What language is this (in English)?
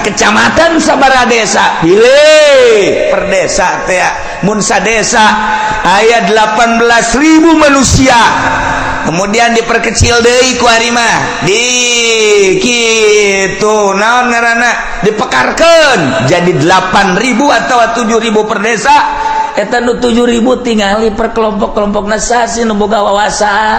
Sundanese